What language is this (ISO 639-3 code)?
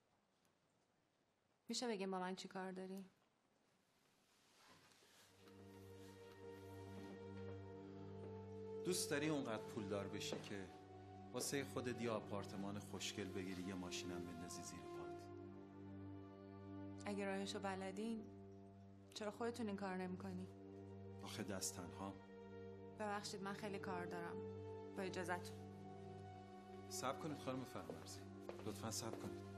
fas